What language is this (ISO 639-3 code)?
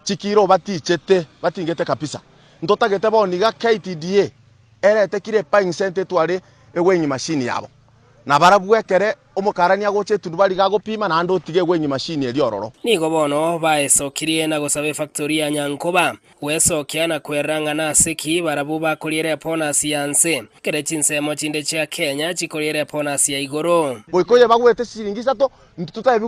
guz